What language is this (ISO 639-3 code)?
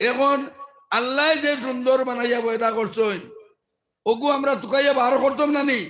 syl